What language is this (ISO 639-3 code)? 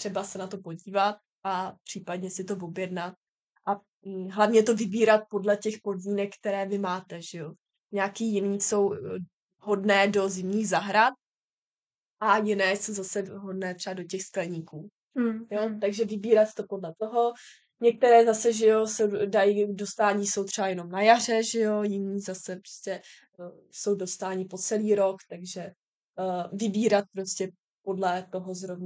ces